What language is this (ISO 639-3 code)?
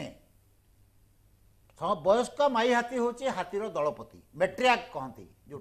ori